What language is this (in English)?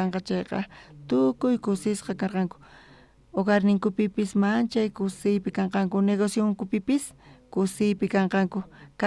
South Bolivian Quechua